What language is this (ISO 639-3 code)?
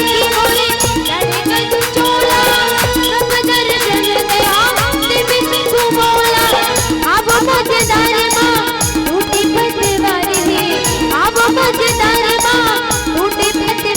hne